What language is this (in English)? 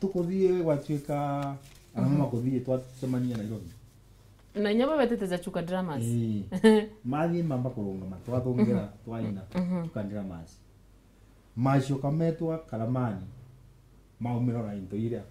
Meru